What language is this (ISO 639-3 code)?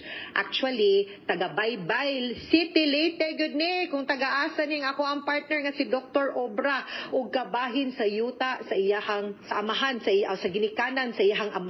ceb